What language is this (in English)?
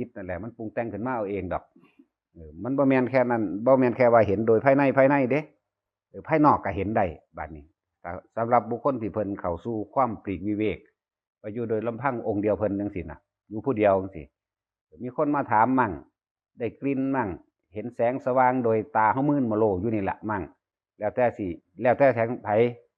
Northeastern Thai